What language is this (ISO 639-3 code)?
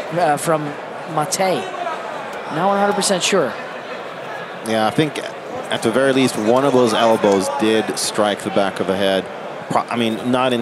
eng